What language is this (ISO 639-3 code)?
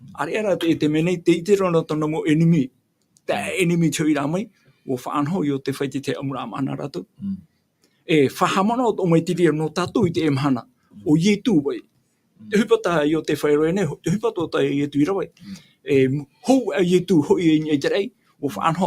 tah